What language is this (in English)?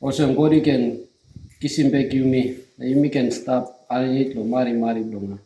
Tok Pisin